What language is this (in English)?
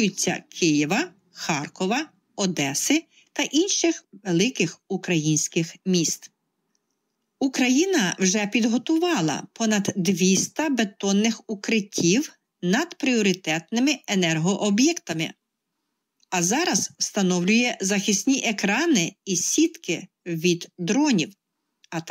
Ukrainian